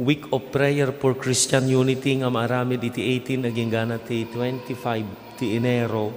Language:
Iloko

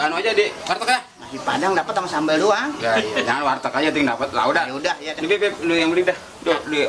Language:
Betawi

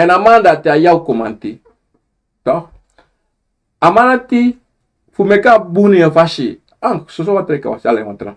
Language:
Sranan Tongo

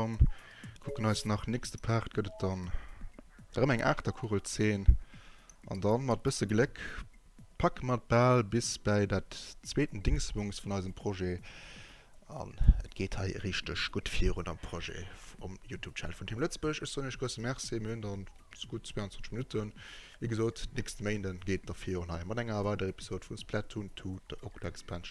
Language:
Luxembourgish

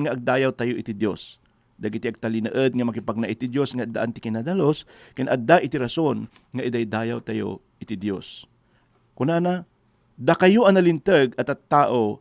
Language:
Iloko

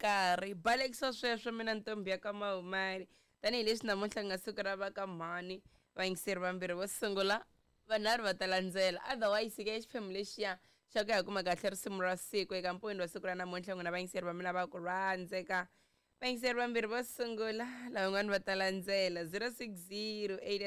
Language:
Tsonga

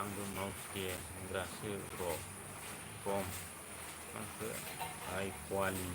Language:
Bodo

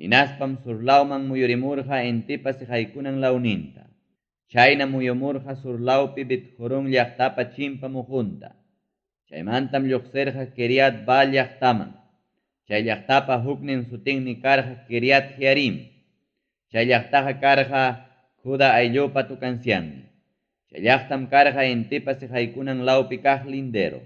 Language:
Ayacucho Quechua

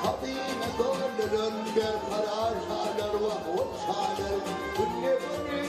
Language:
Turkmen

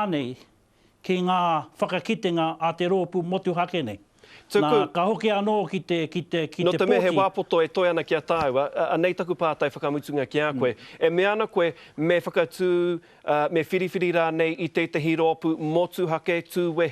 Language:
Māori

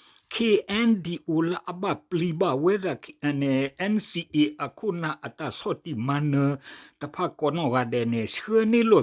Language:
S'gaw Karen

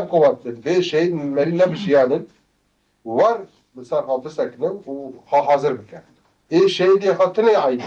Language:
Kurdish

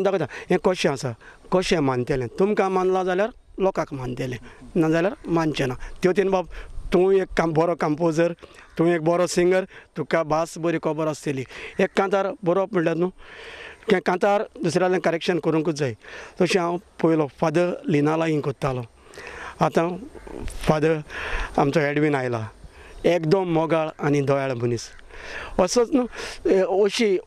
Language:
Konkani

